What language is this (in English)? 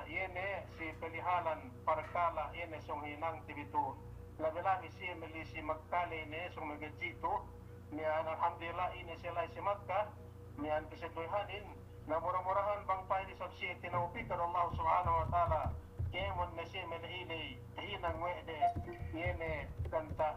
Yakan